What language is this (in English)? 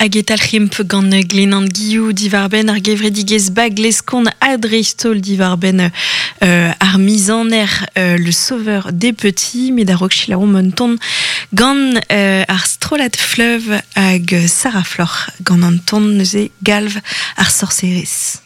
Breton